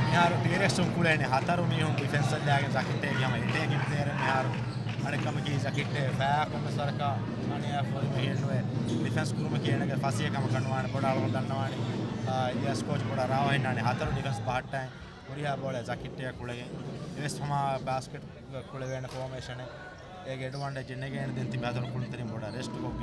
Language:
Divehi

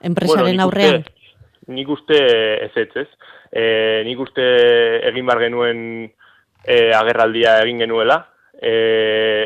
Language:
Basque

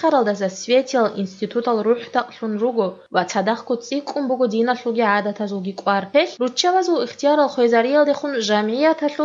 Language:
Avaric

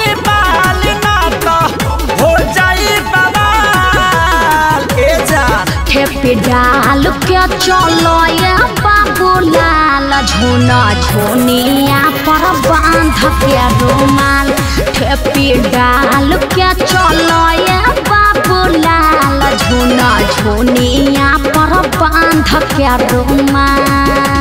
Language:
Bhojpuri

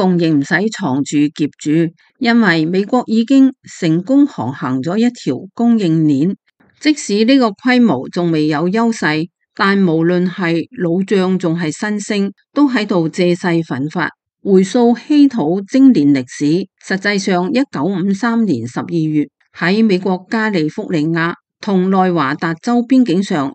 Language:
Cantonese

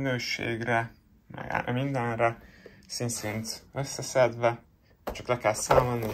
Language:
Hungarian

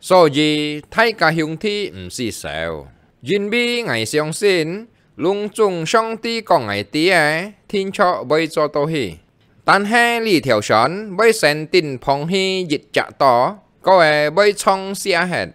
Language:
Hakka Chinese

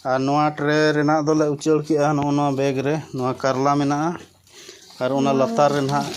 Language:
Santali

